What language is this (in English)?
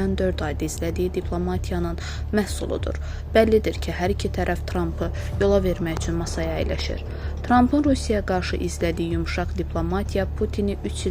Azerbaijani